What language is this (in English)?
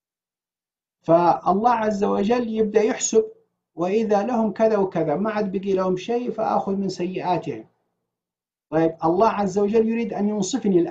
Arabic